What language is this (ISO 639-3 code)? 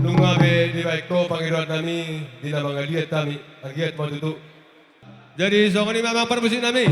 bbc